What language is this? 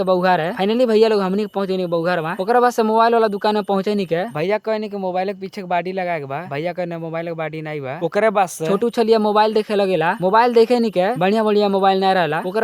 Bhojpuri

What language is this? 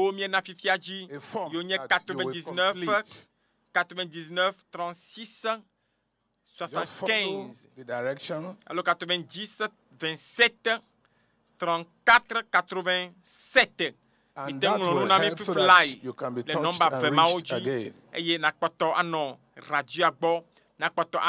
Ewe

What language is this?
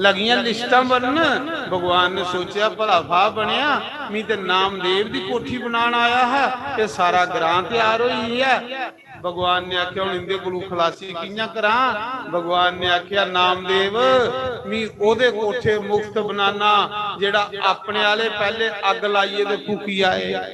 Dogri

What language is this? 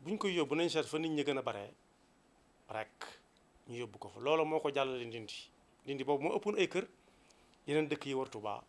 Wolof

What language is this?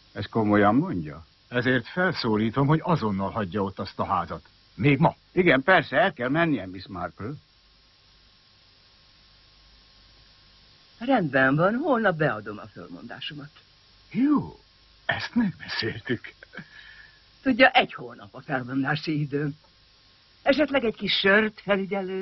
Hungarian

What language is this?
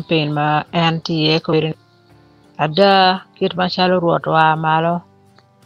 Acoli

